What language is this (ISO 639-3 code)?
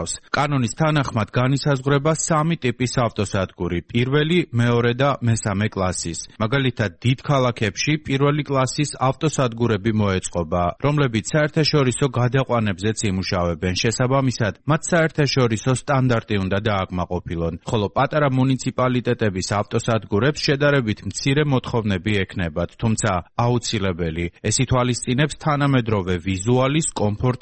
kat